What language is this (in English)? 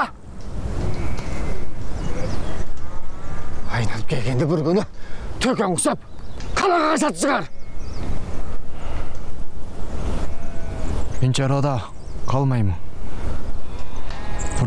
Kazakh